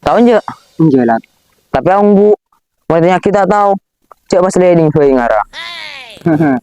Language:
Madurese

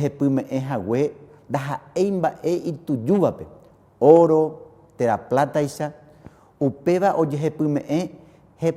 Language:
Guarani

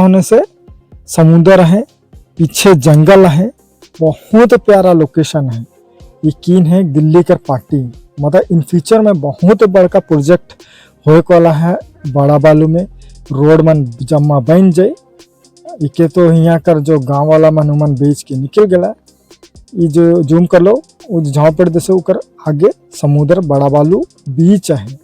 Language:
Sadri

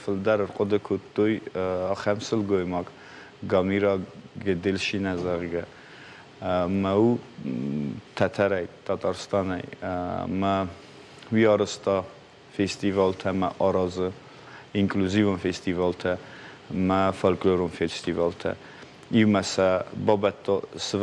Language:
Ossetic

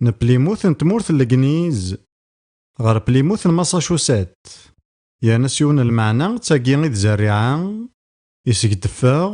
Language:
Kabyle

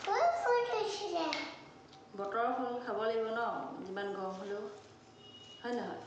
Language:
Assamese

